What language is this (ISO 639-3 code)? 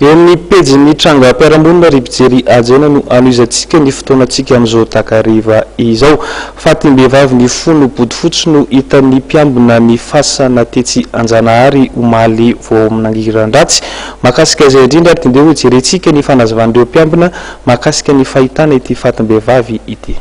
mlg